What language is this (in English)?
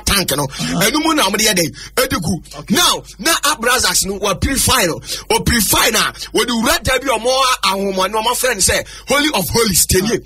Akan